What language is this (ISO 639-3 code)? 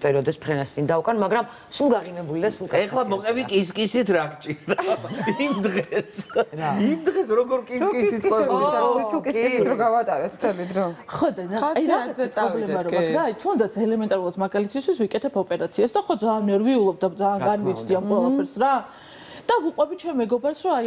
kat